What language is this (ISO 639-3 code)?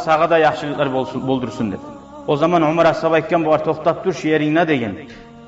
kum